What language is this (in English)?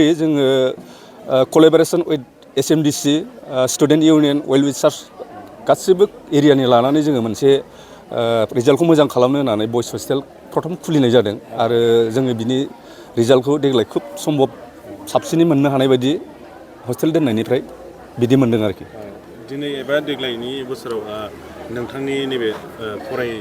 Bodo